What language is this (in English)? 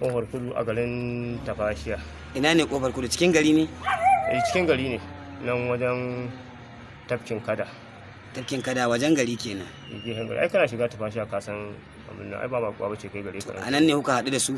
Hausa